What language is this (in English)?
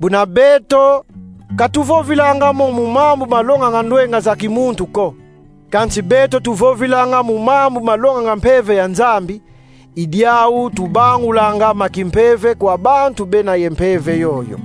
Kongo